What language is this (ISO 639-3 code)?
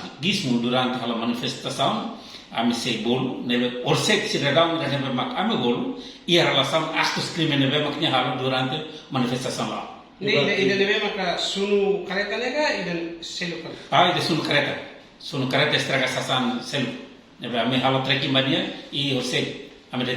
tet